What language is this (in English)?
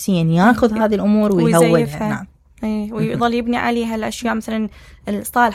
Mesopotamian Arabic